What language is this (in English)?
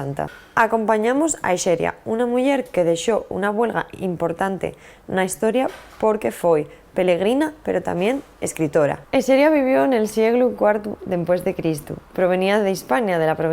Asturian